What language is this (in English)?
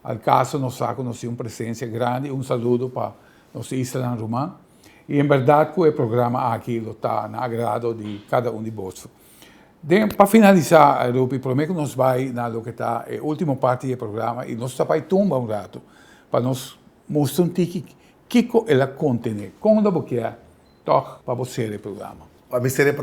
Papiamento